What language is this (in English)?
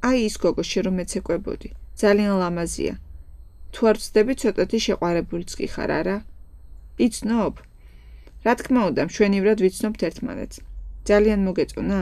Georgian